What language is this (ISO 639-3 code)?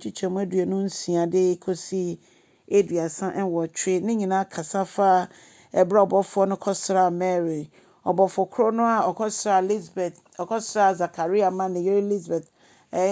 aka